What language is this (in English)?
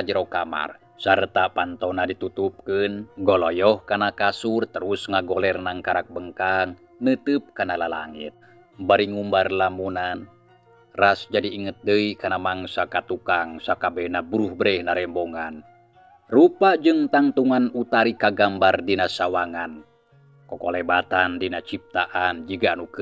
Sundanese